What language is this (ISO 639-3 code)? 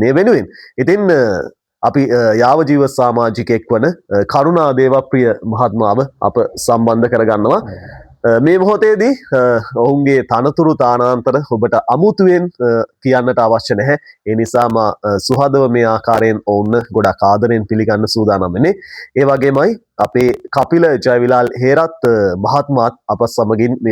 sin